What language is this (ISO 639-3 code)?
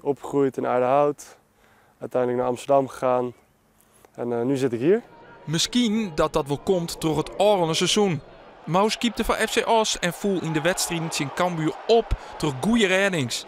fry